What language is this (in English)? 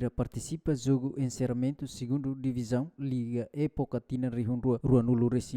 Tetum